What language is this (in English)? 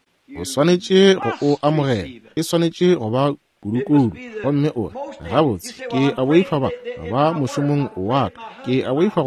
Northern Sotho